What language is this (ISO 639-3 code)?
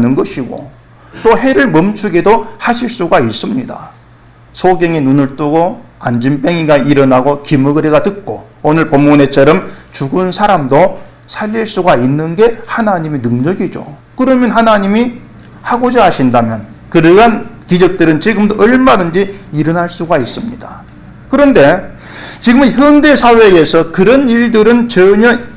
kor